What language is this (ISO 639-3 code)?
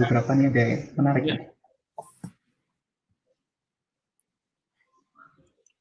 ind